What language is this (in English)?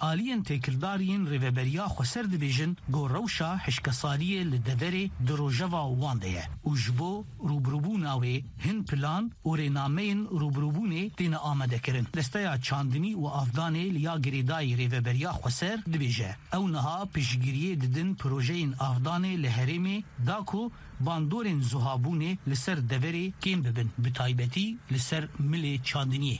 Kurdish